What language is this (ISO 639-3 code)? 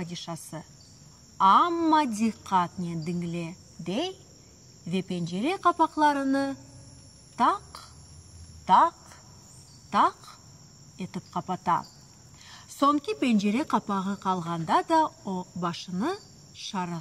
crh